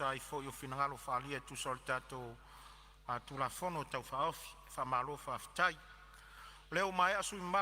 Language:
Samoan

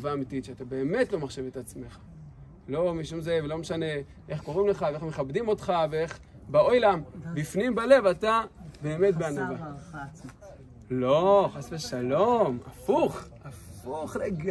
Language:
Hebrew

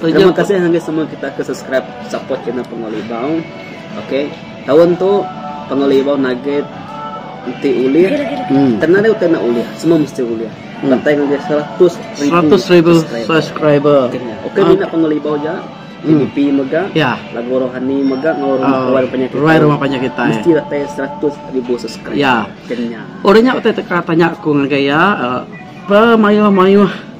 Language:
Iban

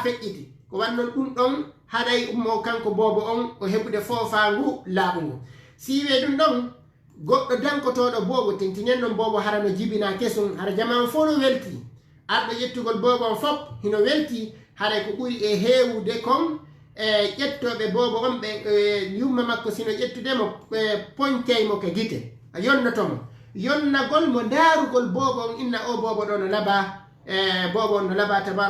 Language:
Fula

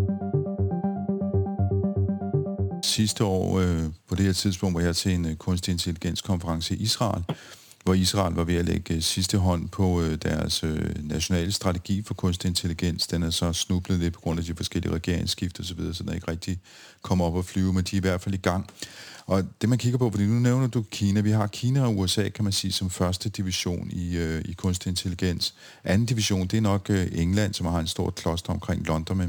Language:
Danish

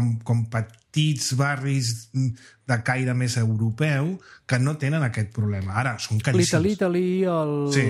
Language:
Catalan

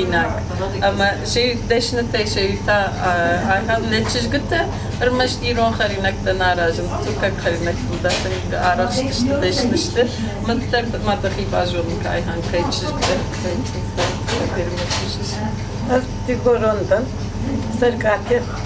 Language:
Ossetic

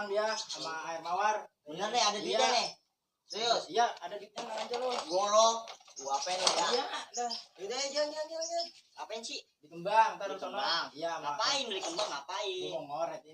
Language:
Betawi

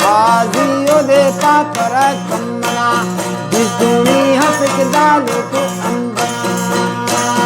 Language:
Brahui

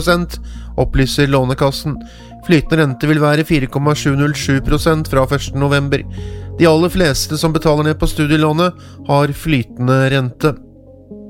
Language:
Norwegian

